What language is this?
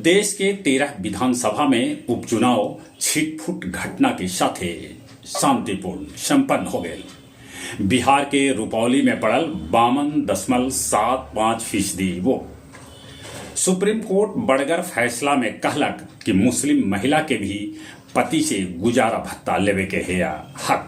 Magahi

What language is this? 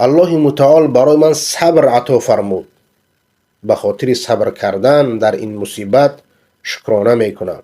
Persian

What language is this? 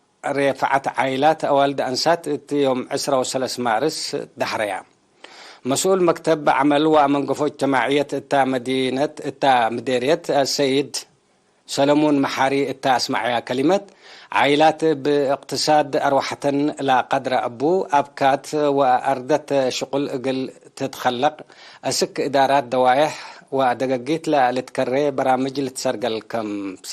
Tigre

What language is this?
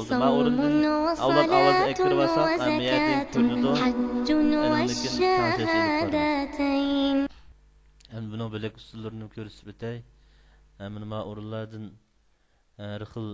Uyghur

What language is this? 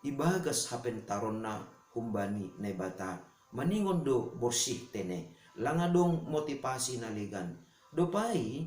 Batak Simalungun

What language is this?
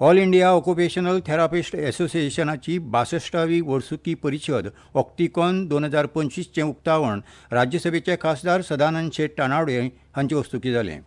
Konkani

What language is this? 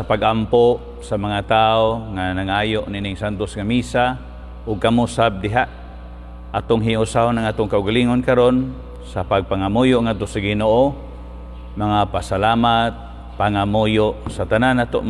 Cebuano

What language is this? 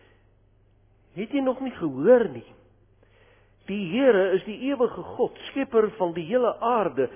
Afrikaans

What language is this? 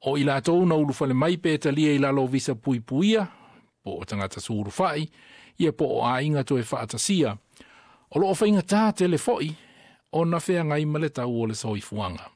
Samoan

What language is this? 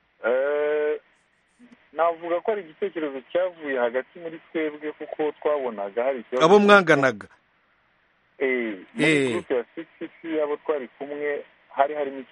Kinyarwanda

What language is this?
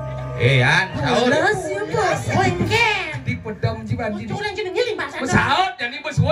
Balinese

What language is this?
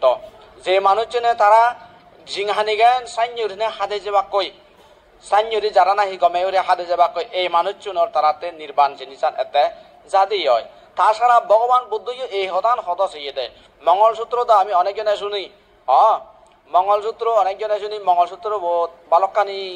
Chakma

